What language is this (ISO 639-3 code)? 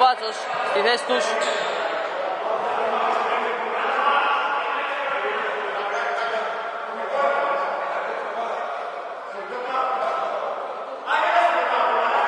ell